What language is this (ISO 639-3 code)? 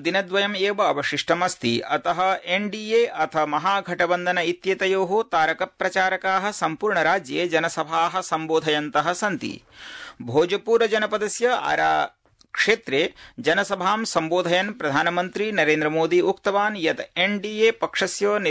san